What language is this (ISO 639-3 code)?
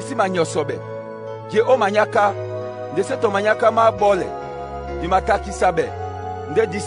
dua